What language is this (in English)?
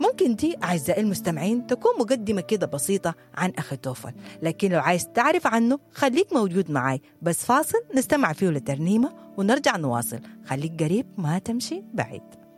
Sudanese Arabic